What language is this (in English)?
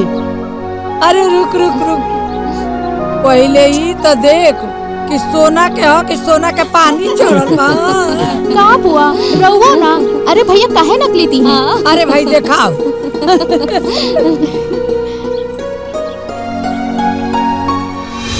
Bhojpuri